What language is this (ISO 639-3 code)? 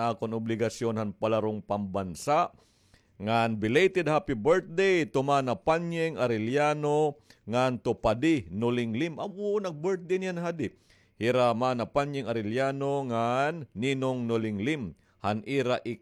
war